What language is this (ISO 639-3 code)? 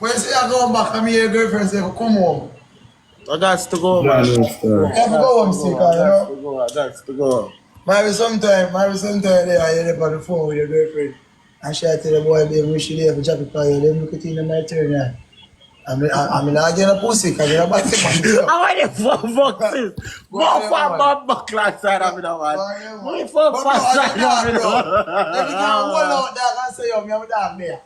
jam